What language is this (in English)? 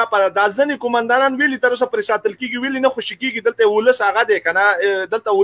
Pashto